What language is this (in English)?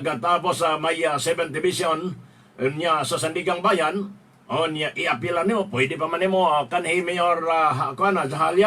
Cebuano